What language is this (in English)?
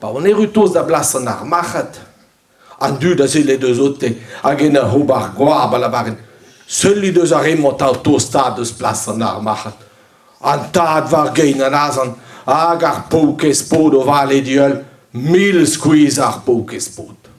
Breton